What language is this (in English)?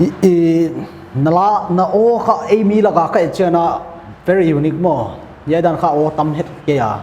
Paite Chin